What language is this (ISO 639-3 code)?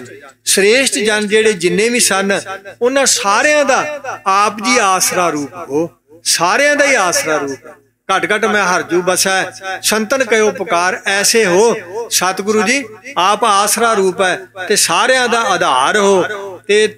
pan